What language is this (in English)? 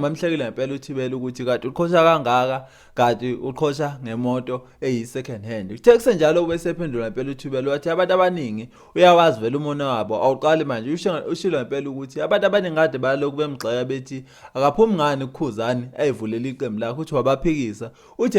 Zulu